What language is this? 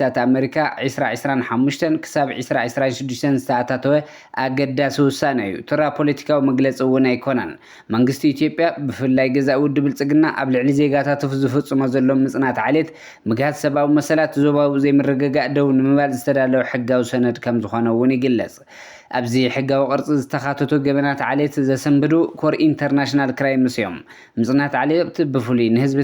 Tigrinya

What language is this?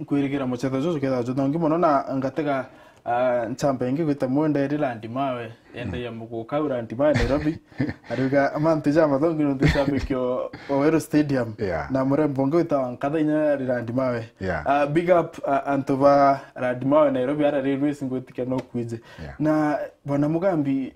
Meru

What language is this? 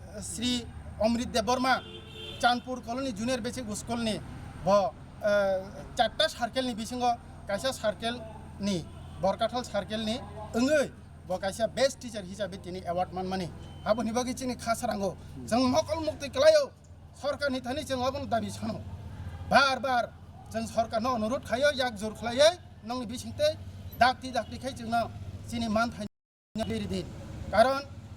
Kok Borok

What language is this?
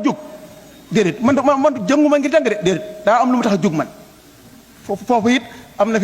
Wolof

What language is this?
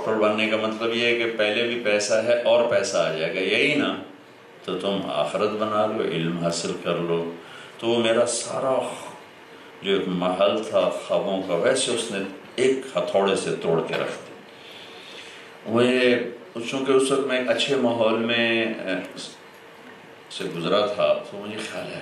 Urdu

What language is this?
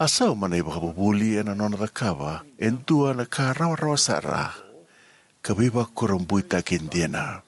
Fijian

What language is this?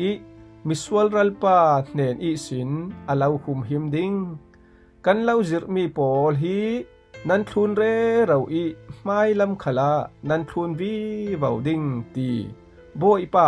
Falam Chin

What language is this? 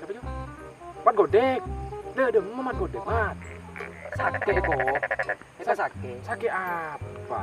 Madurese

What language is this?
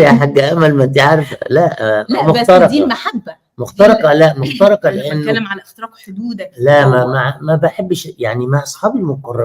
Egyptian Arabic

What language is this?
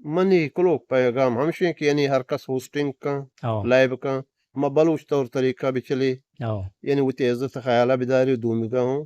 Eastern Balochi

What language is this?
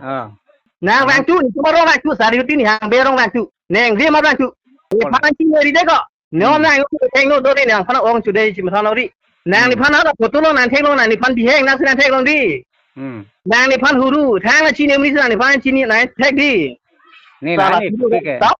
Karbi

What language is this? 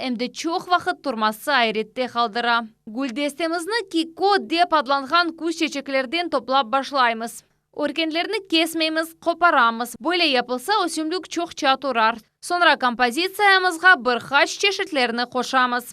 Crimean Tatar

